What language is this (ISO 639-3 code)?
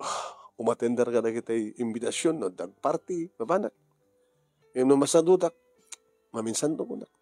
ilo